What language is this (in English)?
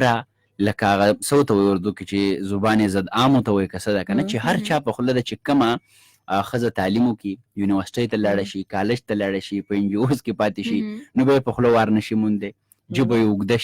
Pashto